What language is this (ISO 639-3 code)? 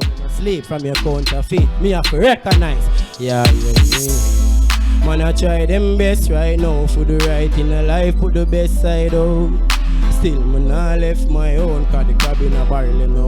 jam